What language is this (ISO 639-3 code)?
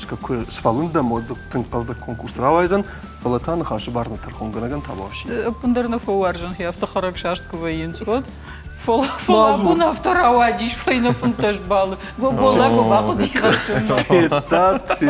oss